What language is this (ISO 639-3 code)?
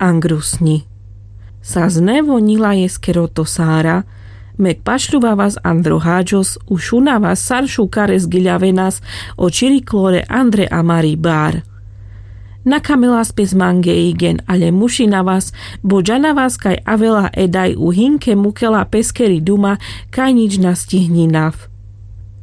rmc